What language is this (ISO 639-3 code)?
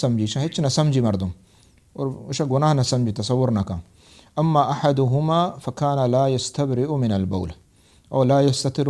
bal